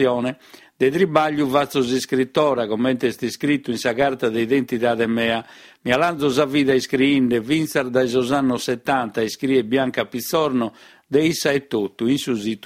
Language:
Sardinian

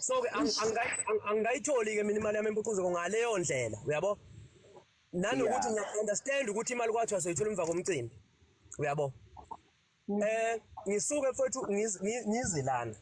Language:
Zulu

